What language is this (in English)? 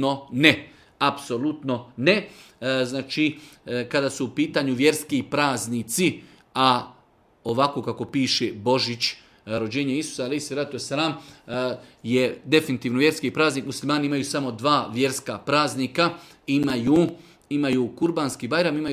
Bosnian